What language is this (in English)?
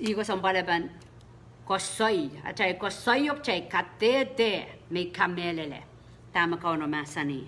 Pohnpeian